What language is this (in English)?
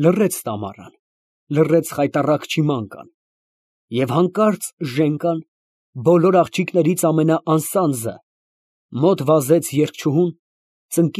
Armenian